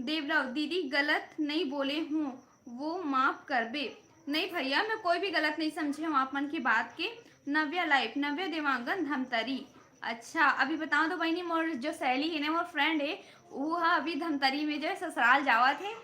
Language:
Chhattisgarhi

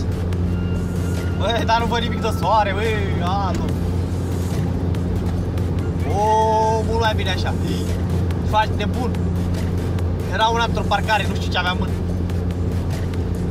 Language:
Romanian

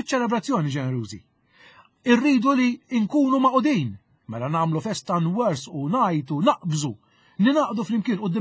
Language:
Maltese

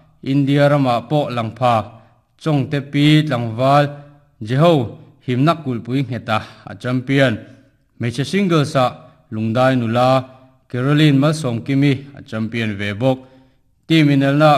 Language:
Mizo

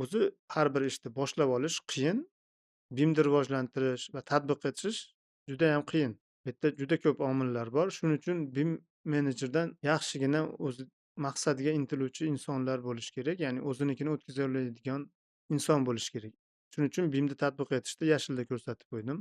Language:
Uzbek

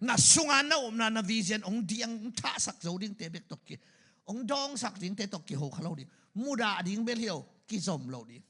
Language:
Tedim Chin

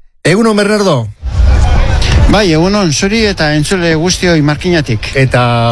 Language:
Basque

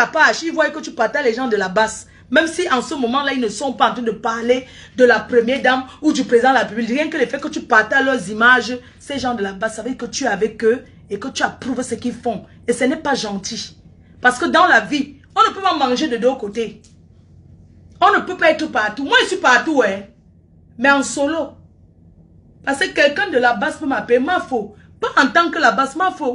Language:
French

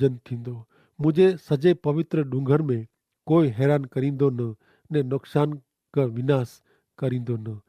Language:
Kachhi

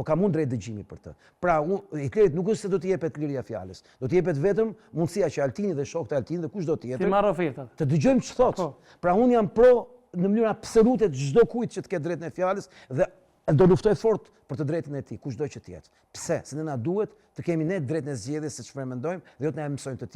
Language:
Albanian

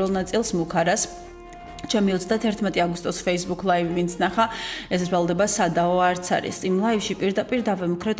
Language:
Georgian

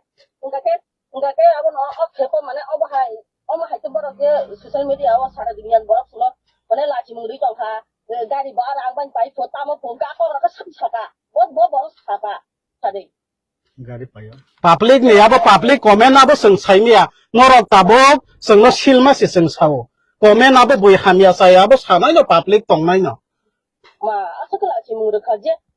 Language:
Kok Borok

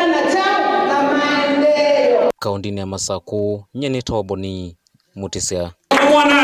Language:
Kamba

